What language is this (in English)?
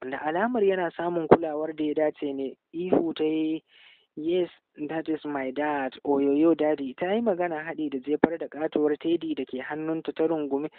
Hausa